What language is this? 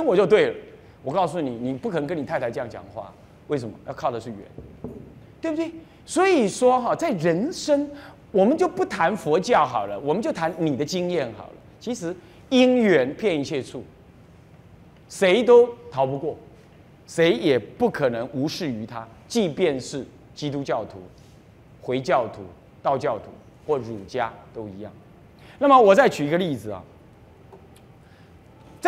Chinese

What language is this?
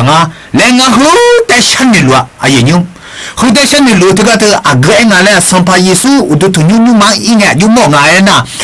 Akha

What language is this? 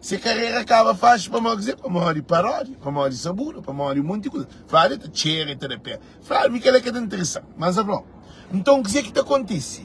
Kabuverdianu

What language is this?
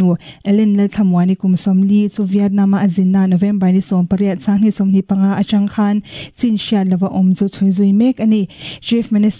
Mizo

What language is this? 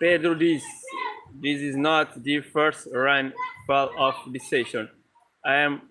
Kabuverdianu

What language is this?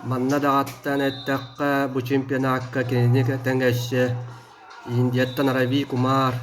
Yakut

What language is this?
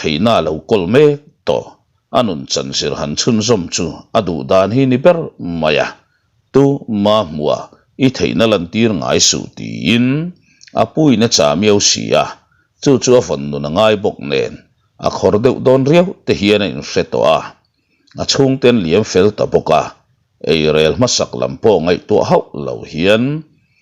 Mizo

